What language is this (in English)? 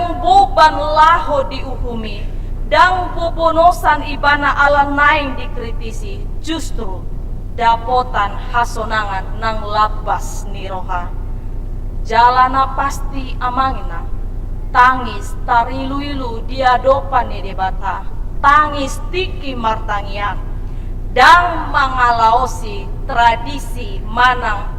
Batak Toba